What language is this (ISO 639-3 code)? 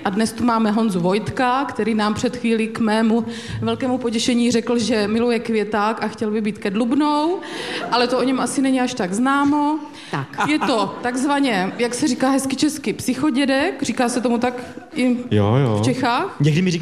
ces